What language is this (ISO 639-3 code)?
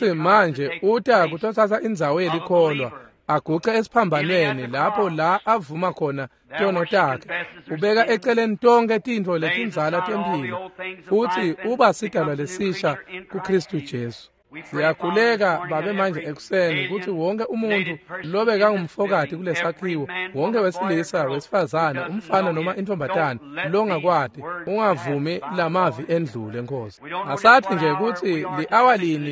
ssw